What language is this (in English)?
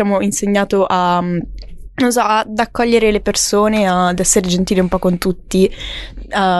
Italian